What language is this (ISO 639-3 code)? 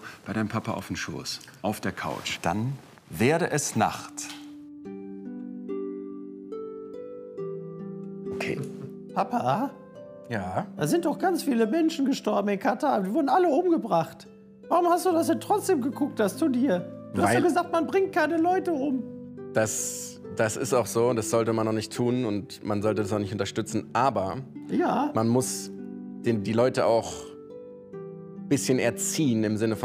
deu